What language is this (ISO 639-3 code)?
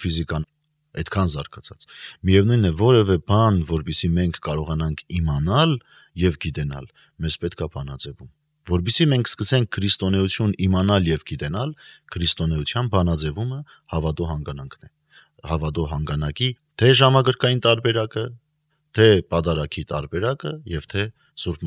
hye